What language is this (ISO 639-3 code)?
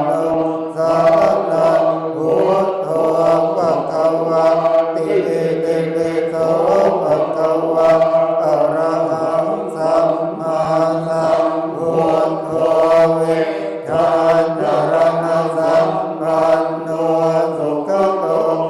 pli